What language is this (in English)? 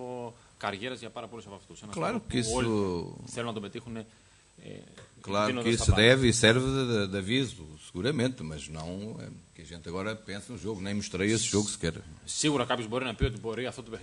Greek